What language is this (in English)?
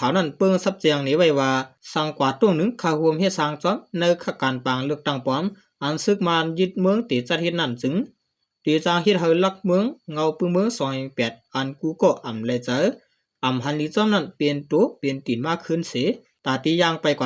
Shan